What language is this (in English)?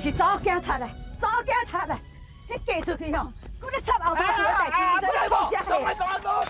Min Nan Chinese